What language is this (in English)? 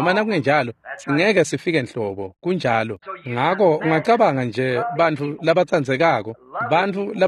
Swati